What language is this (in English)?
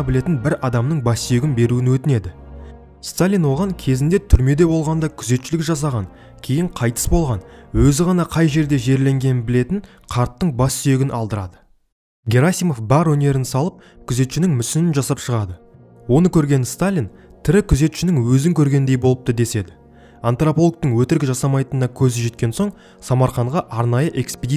Kazakh